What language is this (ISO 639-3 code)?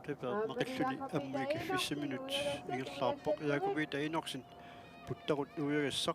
kal